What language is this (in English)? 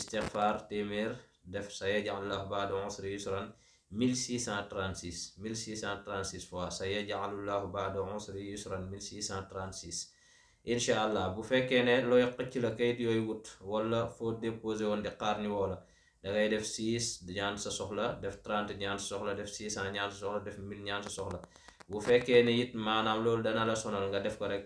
Wolof